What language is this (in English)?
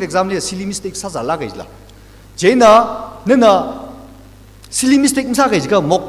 Tangkhul Naga (India)